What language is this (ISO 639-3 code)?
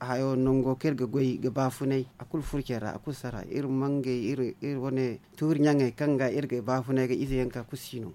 dje